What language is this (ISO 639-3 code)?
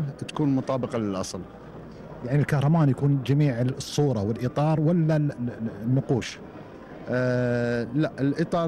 afb